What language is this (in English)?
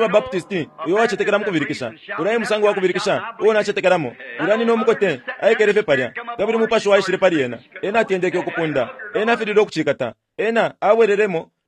Bemba